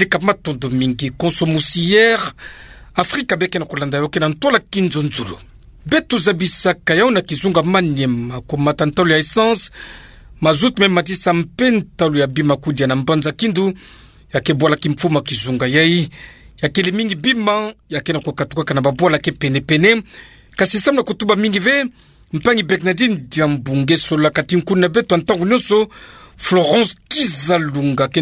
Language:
Kituba (Democratic Republic of Congo)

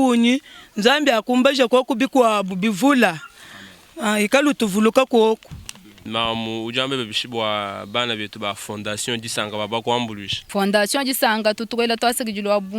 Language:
Luba-Lulua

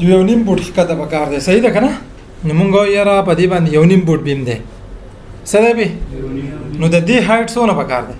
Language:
Pashto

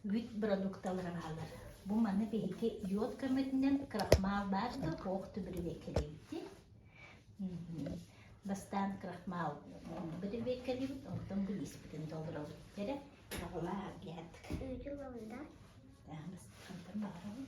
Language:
Yakut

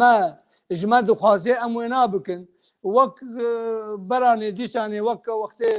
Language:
Kurdish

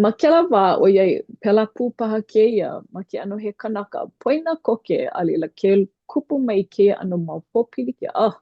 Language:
Hawaiian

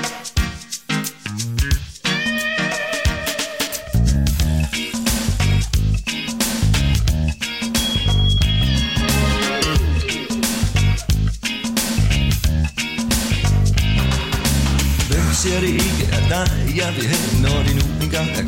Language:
Danish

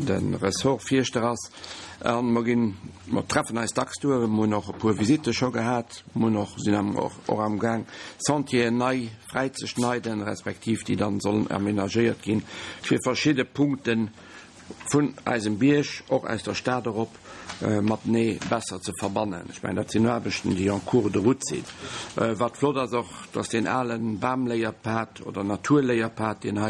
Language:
Luxembourgish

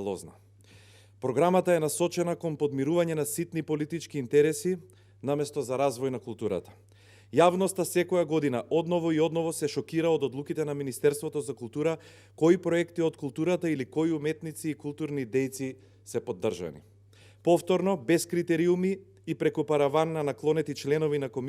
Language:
Macedonian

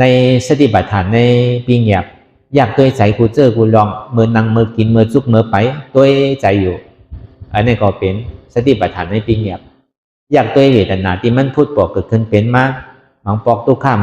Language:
Shan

